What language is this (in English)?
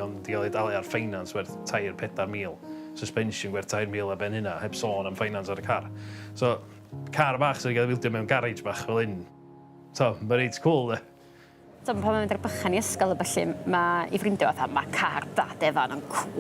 Welsh